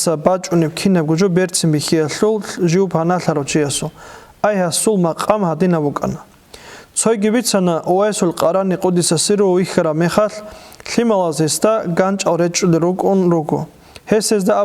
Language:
Avaric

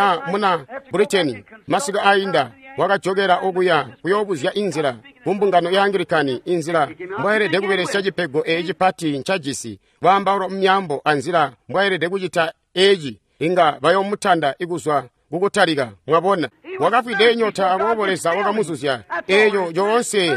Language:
Tonga (Zambia)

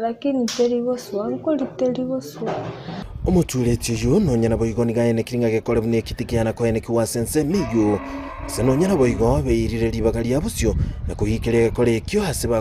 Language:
Gusii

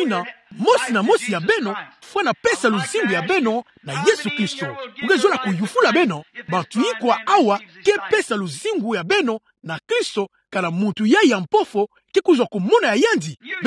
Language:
Kituba (Democratic Republic of Congo)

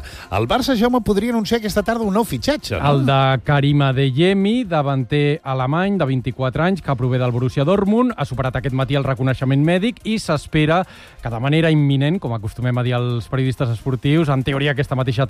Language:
Catalan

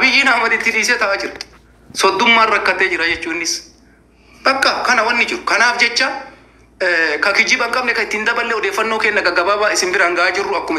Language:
Oromo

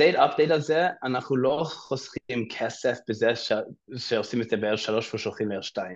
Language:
Hebrew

